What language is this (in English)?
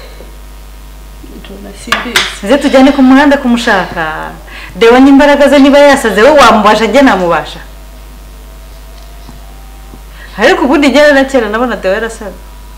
Kinyarwanda